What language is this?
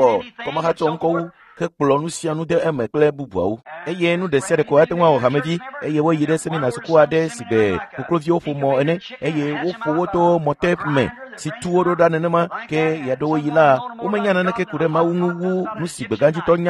Ewe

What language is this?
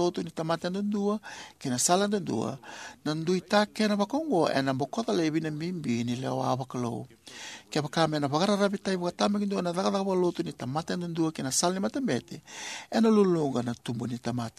Fijian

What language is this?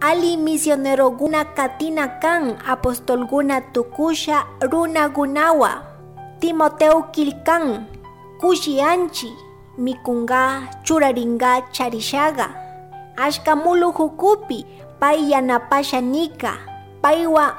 Chimborazo Highland Quichua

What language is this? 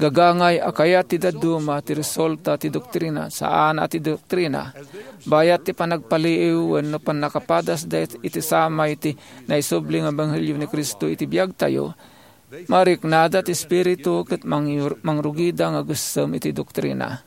Iloko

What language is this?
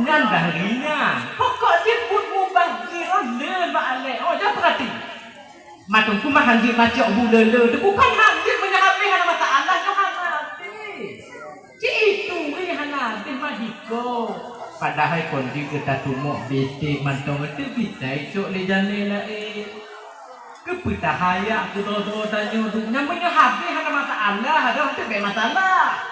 Achinese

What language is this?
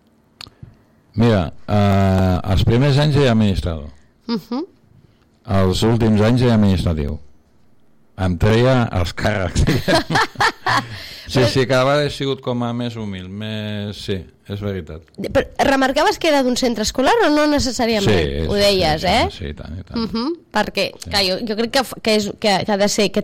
Catalan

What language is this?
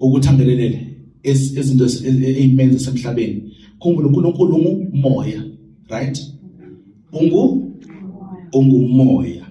Zulu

